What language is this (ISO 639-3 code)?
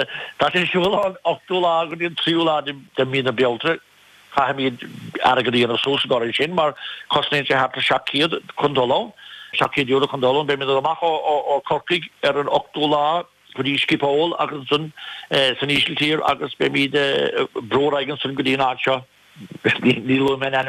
gle